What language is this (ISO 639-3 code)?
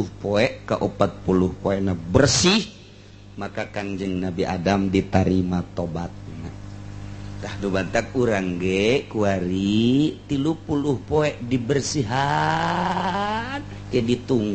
sun